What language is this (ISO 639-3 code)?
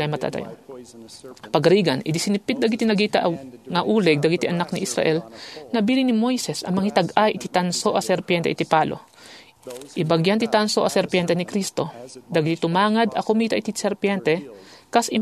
ilo